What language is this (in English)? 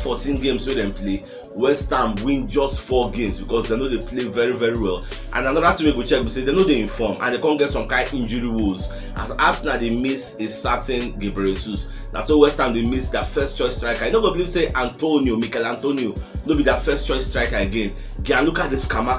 Nigerian Pidgin